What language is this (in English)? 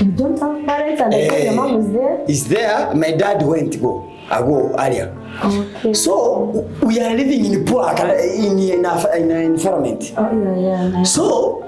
Gusii